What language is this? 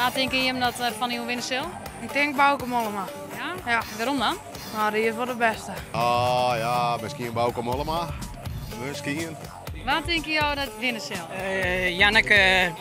Western Frisian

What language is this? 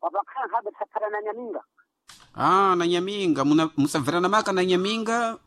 Sena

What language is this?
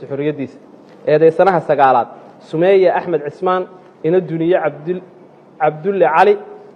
Somali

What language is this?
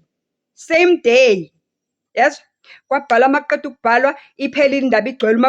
Zulu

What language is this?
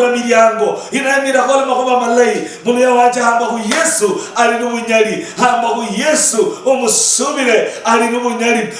Luyia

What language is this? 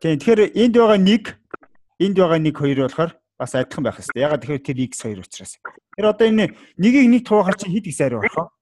Mongolian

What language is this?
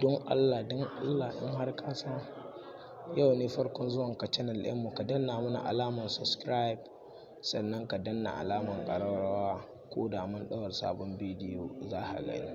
Hausa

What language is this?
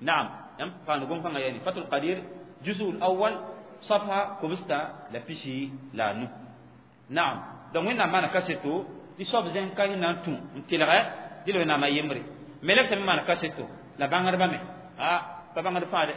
Mossi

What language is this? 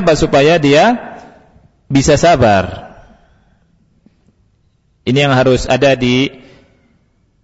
Indonesian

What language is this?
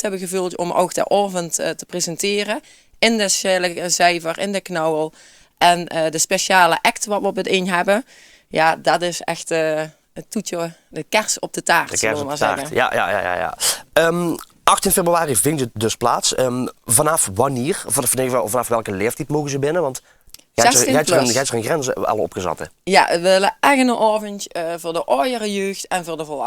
Limburgish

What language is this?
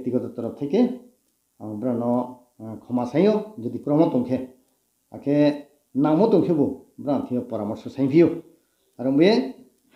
Riang (India)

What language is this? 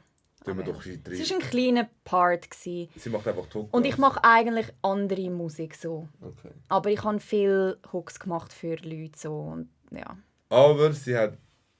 Swiss German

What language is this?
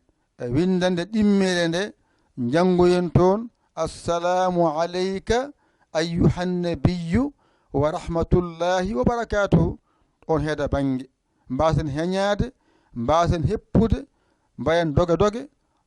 Fula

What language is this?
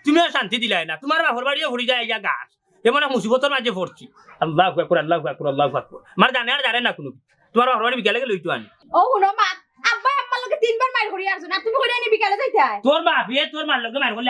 Sylheti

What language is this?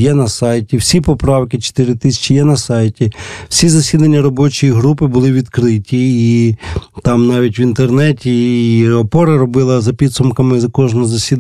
Ukrainian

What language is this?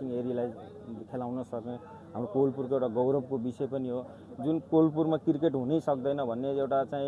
Nepali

